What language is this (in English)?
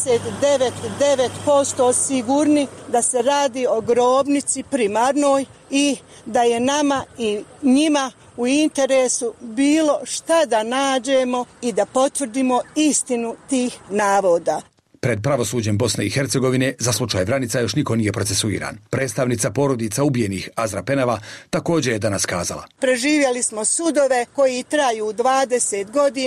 Bosnian